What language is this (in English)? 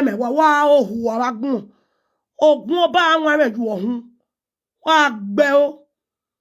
Nigerian Pidgin